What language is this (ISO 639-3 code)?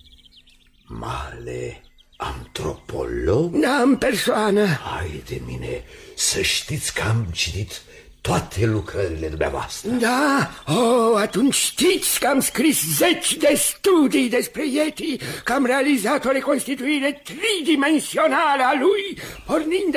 ron